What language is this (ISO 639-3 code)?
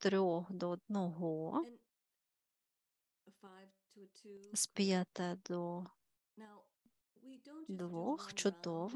ukr